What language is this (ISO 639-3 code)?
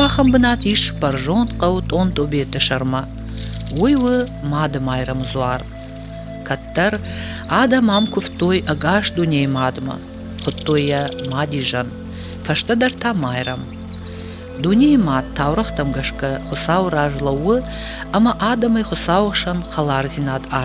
oss